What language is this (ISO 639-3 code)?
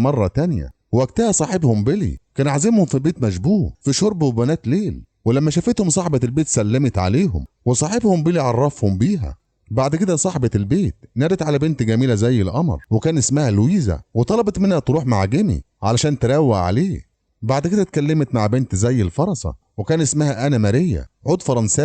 arz